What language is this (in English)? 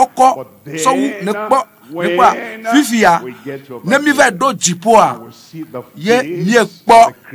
Ewe